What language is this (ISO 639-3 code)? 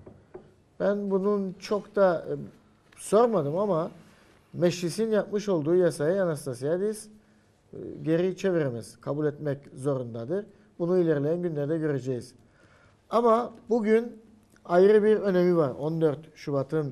tur